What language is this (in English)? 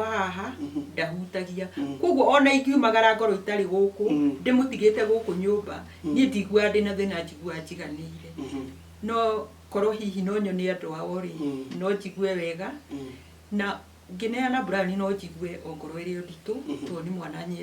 Kikuyu